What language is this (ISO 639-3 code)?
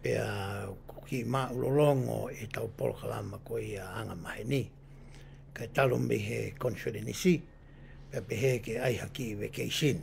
ton